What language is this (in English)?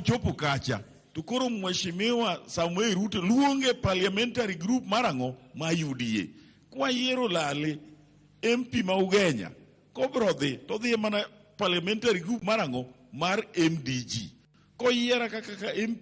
Luo (Kenya and Tanzania)